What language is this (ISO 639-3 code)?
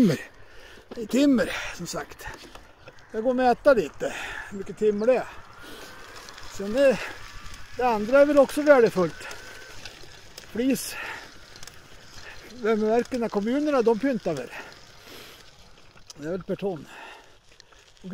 swe